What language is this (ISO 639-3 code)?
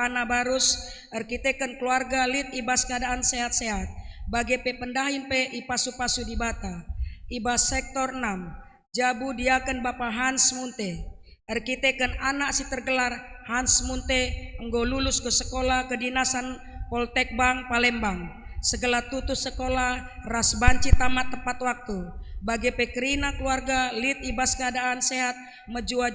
btx